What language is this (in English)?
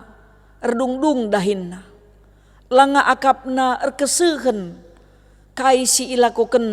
Batak Karo